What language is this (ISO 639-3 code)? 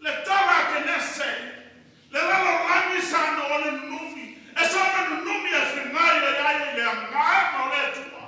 smo